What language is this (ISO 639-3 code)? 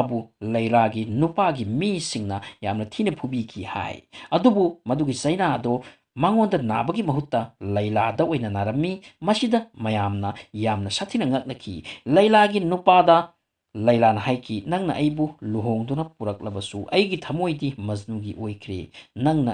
mni